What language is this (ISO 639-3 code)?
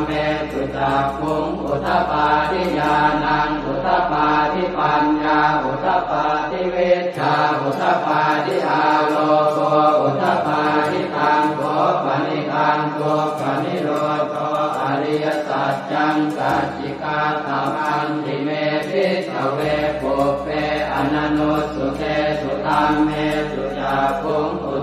pli